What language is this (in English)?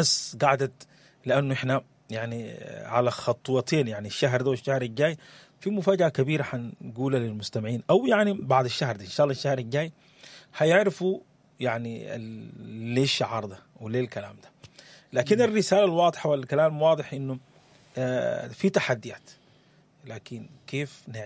Sudanese Arabic